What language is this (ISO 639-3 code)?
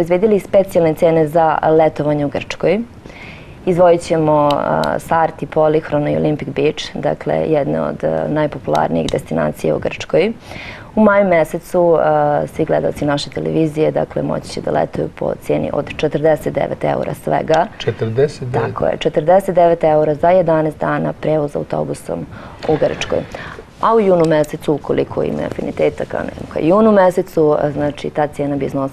srp